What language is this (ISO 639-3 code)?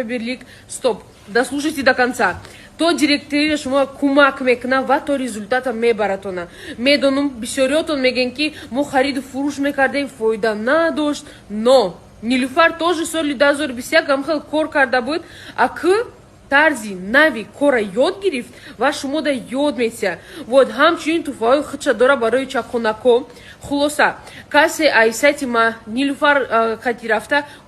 tgk